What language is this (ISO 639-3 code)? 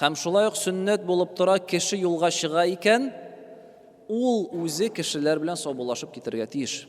tat